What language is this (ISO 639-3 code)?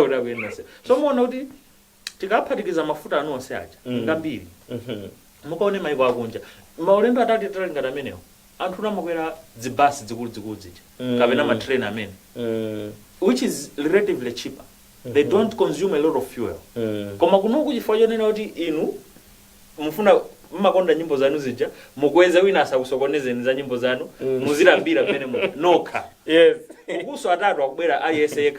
nya